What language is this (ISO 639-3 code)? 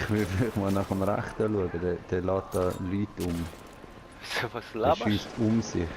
gsw